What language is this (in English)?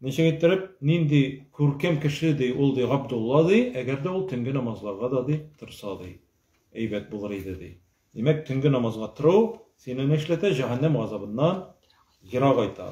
Tatar